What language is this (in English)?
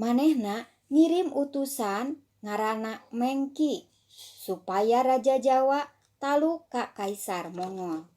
Sundanese